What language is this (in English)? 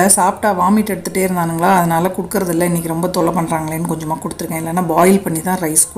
Tamil